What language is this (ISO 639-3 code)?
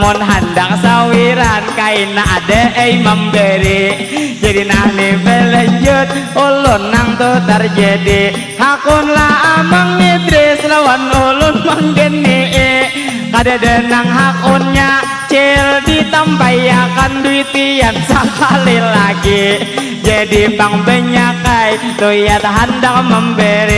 bjn